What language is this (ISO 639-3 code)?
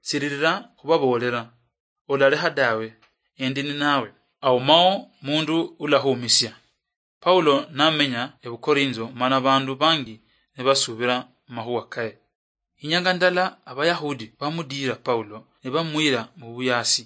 luy